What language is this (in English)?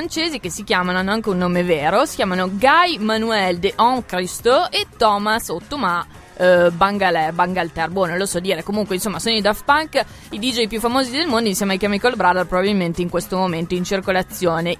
Italian